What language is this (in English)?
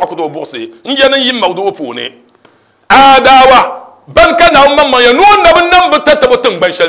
Dagbani